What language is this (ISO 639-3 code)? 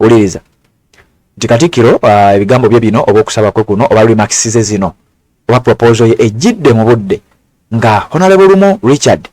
lug